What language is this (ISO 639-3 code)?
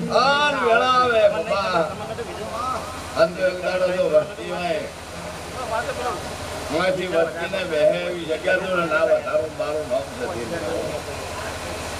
guj